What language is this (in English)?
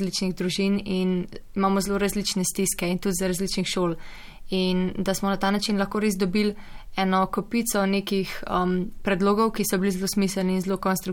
Slovenian